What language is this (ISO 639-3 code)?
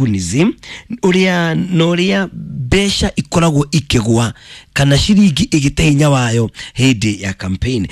kik